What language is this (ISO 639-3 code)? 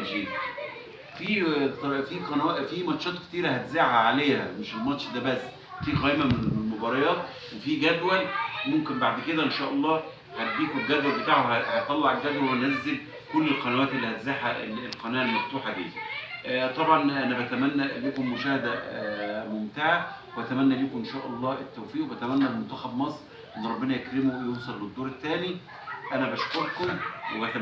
arz